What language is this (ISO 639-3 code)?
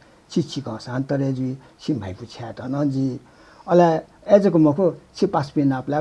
new